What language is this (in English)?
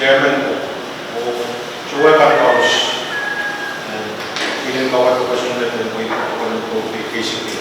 Pohnpeian